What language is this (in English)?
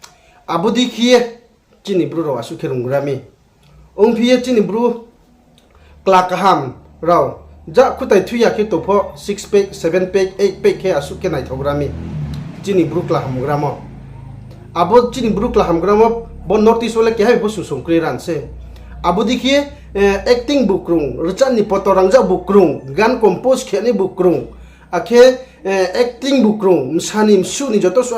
Riang (India)